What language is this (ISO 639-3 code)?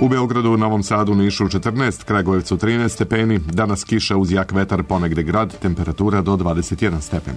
srp